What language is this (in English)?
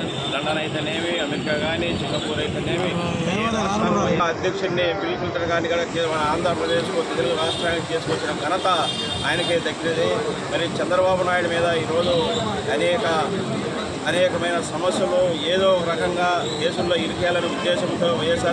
Telugu